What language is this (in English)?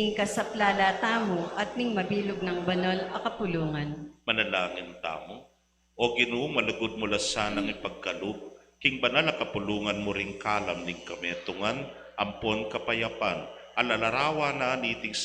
Pampanga